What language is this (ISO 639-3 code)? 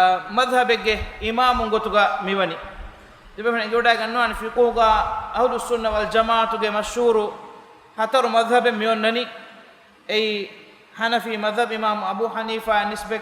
div